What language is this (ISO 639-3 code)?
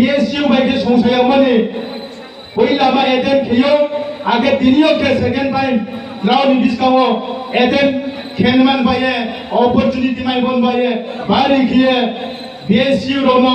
ria